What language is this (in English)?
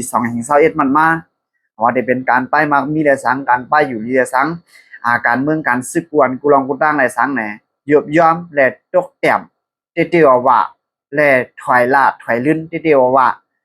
Shan